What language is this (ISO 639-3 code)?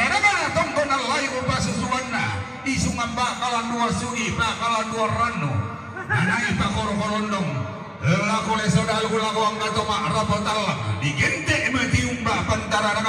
sda